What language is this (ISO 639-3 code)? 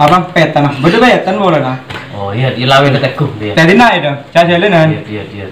mad